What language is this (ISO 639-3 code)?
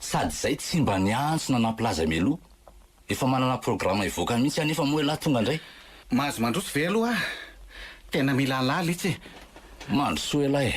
mlg